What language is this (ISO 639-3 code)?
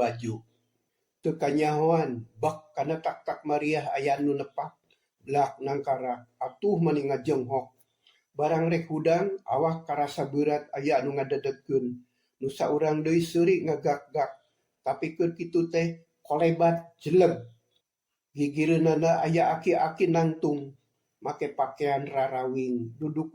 sun